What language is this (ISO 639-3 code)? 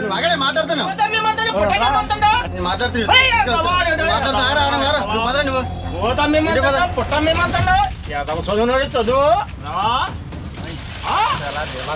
tel